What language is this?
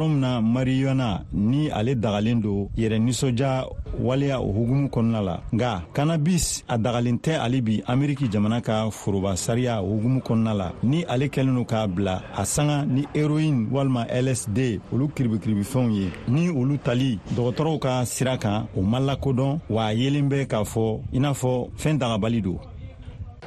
Bambara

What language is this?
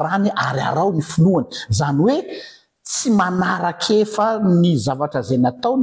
Malagasy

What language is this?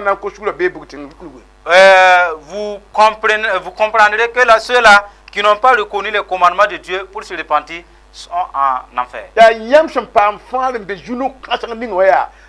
Mossi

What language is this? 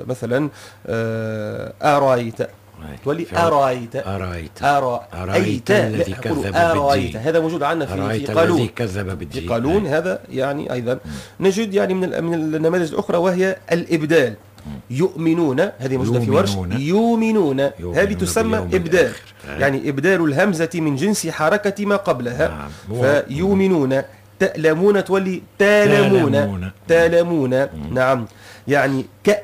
Tunisian Arabic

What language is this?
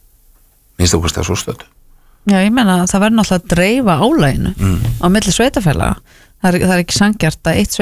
Icelandic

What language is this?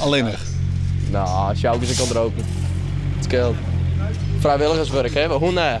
Western Frisian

